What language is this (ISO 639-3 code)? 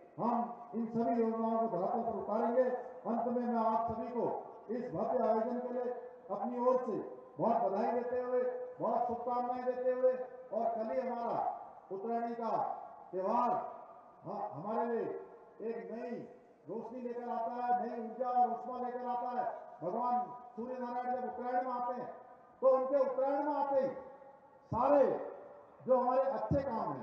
hin